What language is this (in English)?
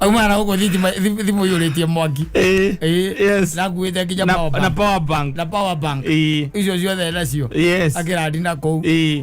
Kikuyu